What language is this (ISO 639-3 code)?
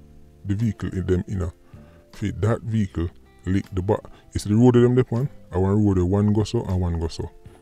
jam